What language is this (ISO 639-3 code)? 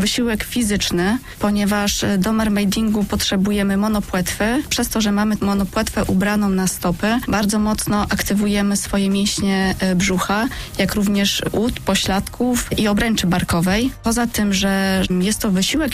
pol